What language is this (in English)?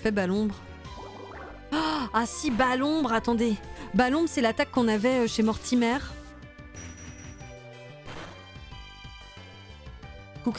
French